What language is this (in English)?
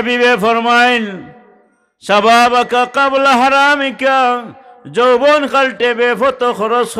Sylheti